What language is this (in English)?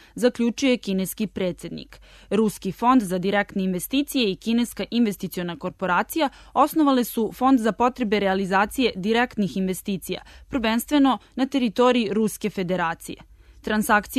Serbian